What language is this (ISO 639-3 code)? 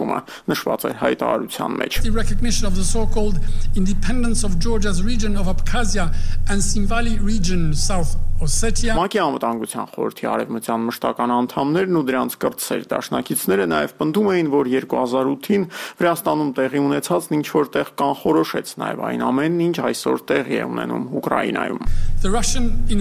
hye